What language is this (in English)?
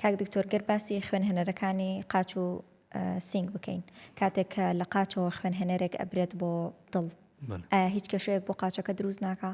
Central Kurdish